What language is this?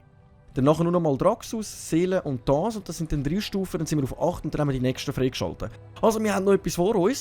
Swiss German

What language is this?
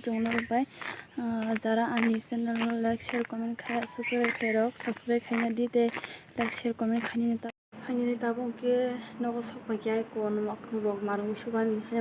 Kok Borok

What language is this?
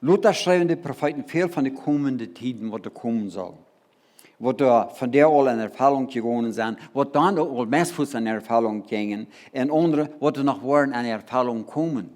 Plautdietsch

